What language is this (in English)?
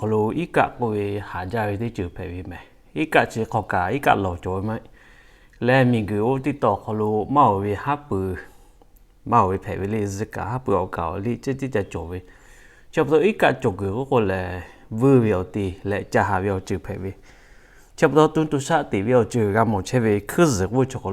Lahu